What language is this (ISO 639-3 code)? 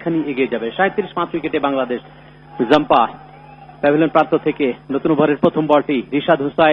ben